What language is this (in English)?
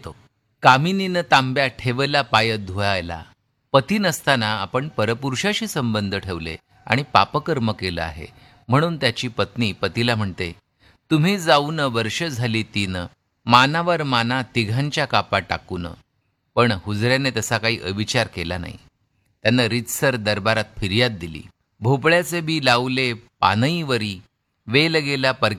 Marathi